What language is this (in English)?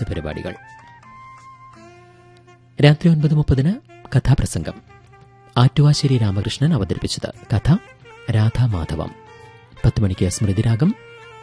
Malayalam